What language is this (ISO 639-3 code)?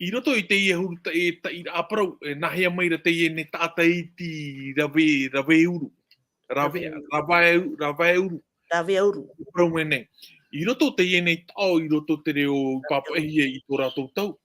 tah